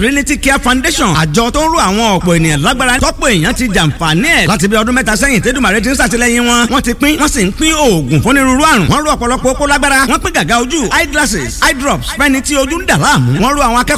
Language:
Yoruba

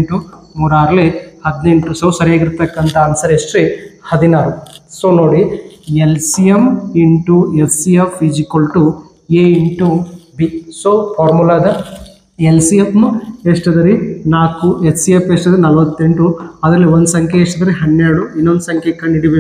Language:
Kannada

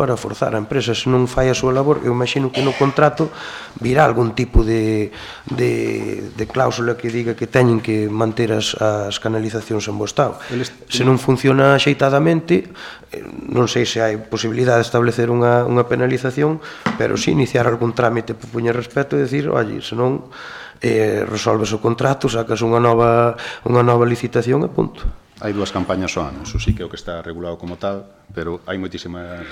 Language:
Galician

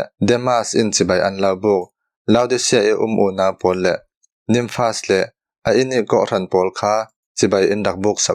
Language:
Falam Chin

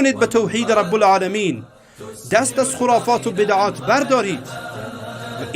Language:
Persian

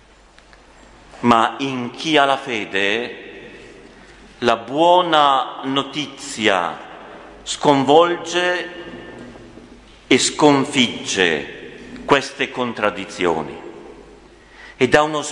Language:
Italian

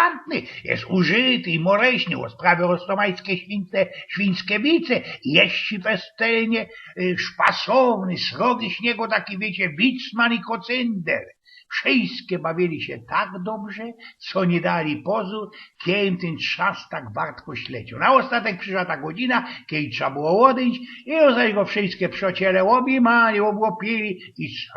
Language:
Silesian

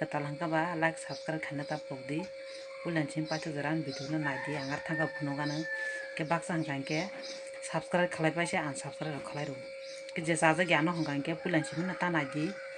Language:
Kok Borok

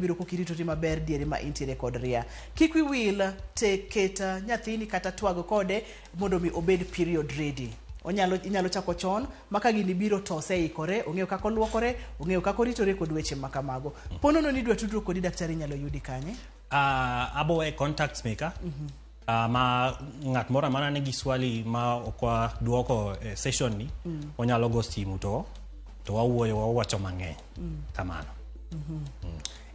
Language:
Luo (Kenya and Tanzania)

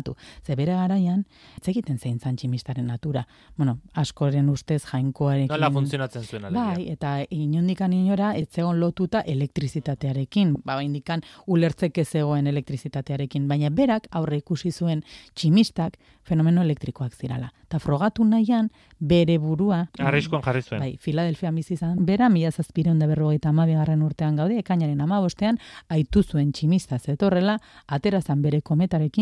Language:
Basque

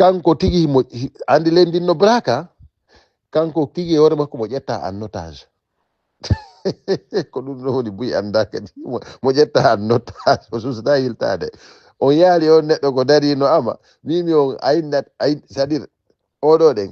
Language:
Fula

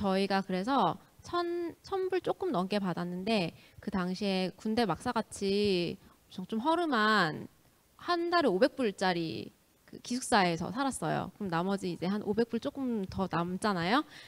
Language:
Korean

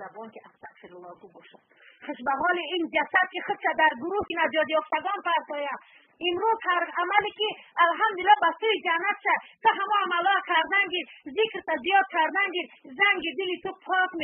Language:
Tajik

